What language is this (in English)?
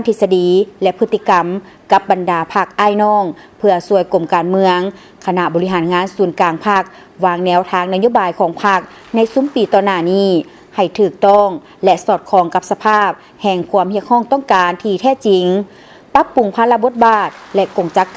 Lao